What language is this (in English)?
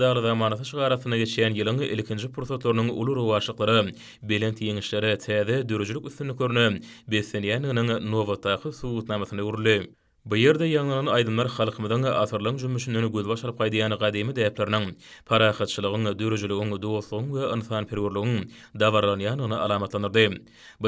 Turkmen